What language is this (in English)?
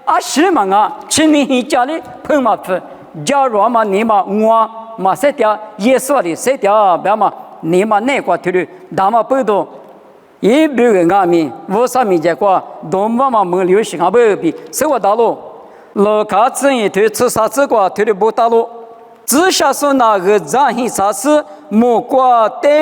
Lisu